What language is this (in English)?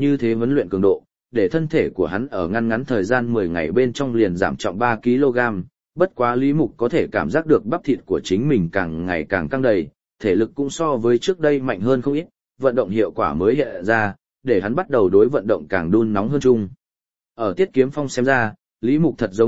Vietnamese